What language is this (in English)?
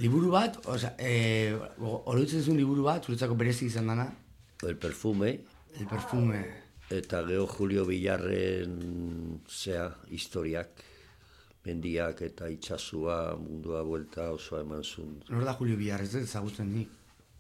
Basque